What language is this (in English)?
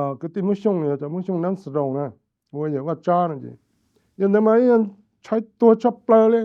Hmong